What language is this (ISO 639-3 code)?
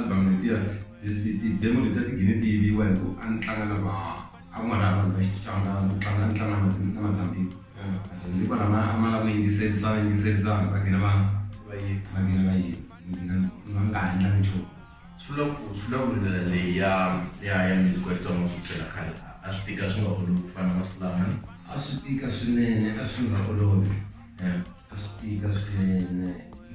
tso